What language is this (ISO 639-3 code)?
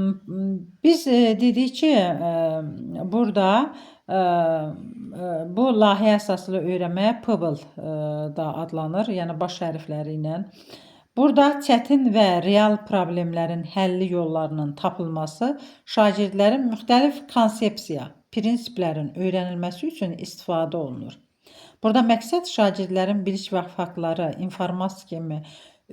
aze